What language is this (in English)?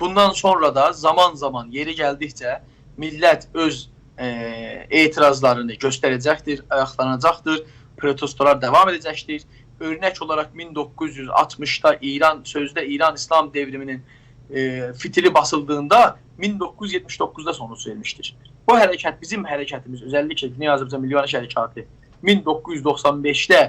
South Azerbaijani